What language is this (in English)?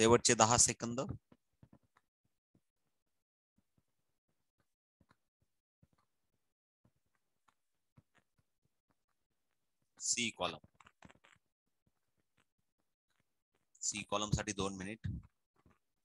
Marathi